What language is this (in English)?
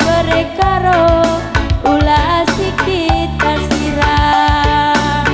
Batak Karo